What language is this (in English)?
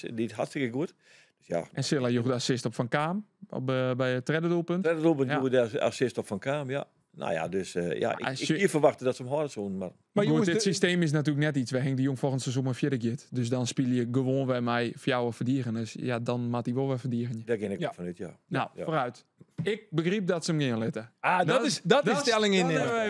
Western Frisian